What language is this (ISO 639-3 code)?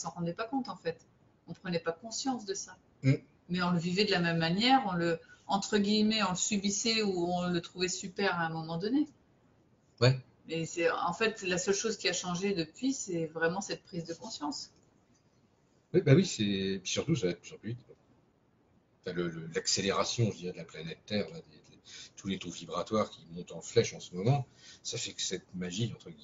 fra